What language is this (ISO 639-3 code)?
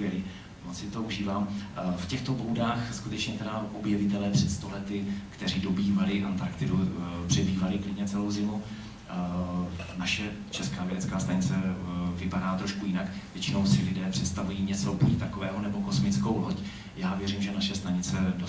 ces